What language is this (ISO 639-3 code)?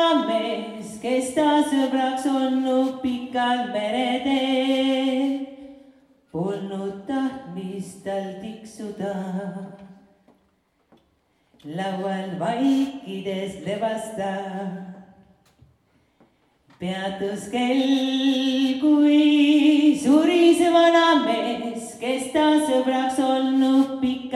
est